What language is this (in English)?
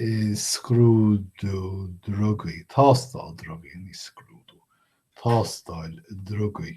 Irish